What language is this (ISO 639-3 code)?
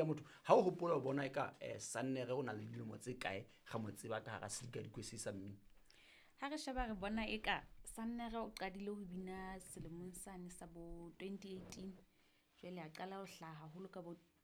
sot